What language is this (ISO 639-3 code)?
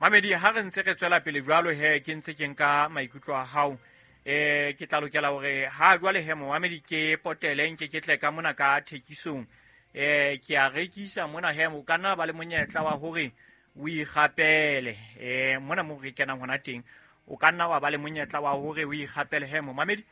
sot